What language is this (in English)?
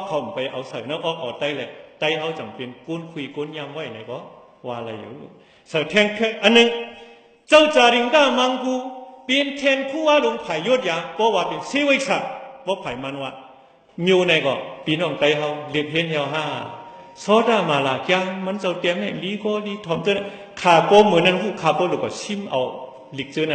Shan